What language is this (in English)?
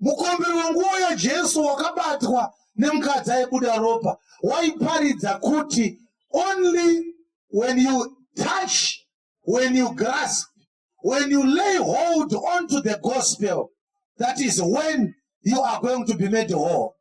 Shona